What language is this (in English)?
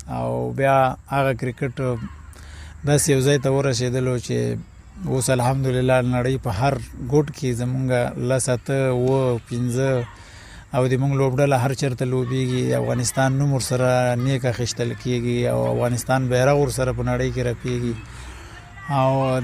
Pashto